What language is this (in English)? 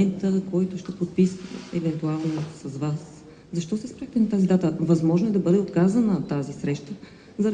Bulgarian